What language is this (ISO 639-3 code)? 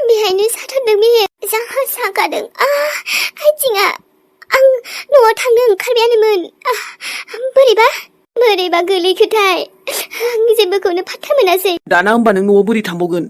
brx